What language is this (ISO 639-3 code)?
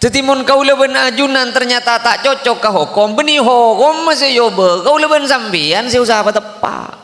mad